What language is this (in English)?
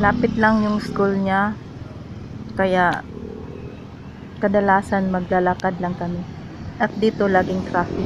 Filipino